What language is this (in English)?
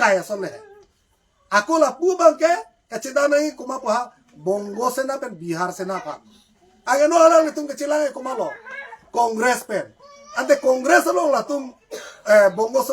Karbi